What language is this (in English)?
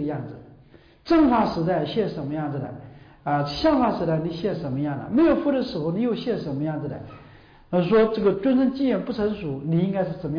Chinese